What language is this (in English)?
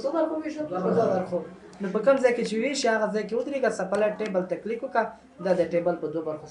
Pashto